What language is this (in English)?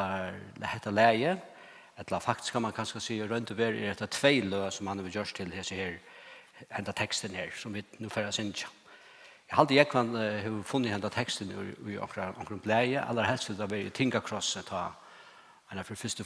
Faroese